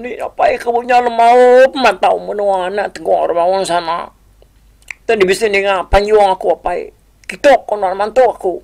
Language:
Iban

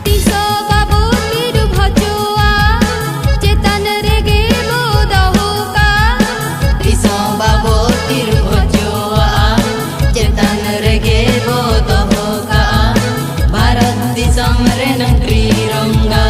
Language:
Santali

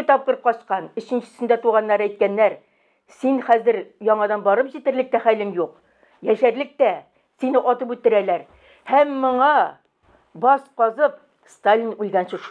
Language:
Tatar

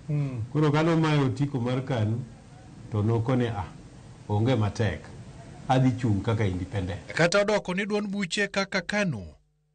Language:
Luo (Kenya and Tanzania)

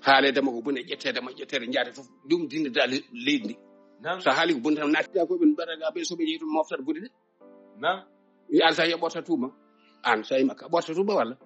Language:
Fula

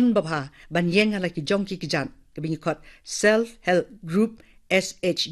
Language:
Khasi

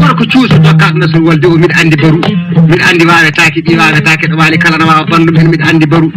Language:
Fula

